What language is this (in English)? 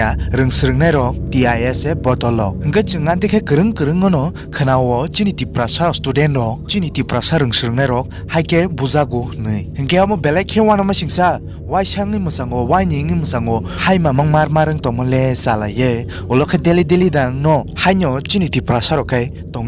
Kok Borok